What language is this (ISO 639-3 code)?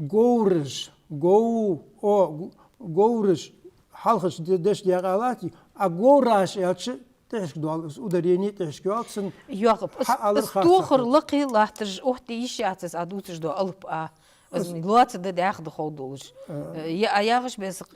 inh